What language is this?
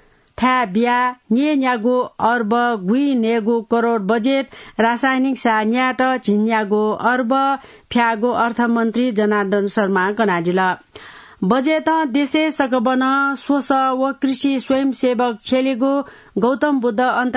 Newari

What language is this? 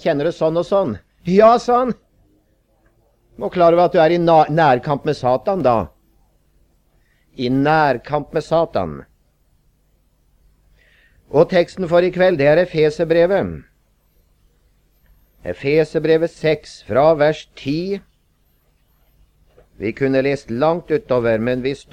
Norwegian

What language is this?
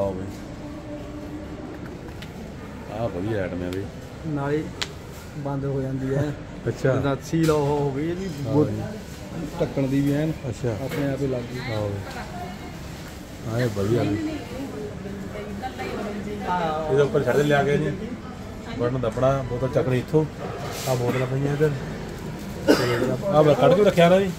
Punjabi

